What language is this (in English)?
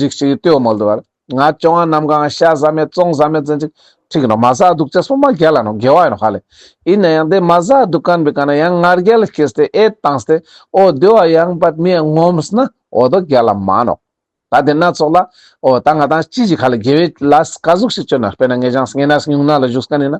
Ladakhi